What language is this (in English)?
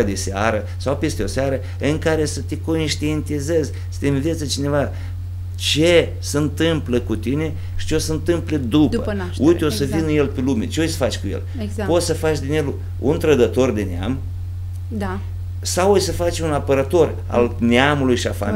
Romanian